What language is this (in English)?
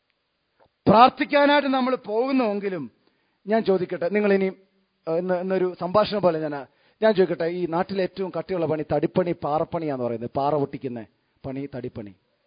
Malayalam